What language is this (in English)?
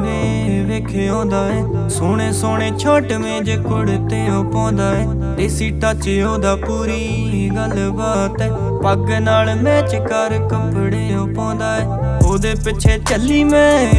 Punjabi